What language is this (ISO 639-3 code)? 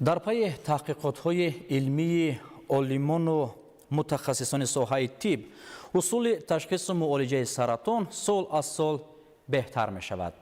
tgk